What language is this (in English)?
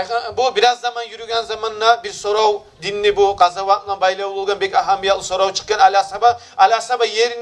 Kumyk